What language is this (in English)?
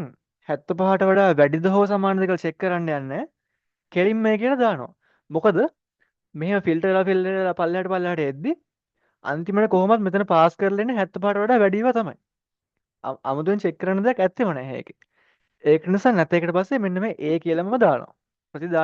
Sinhala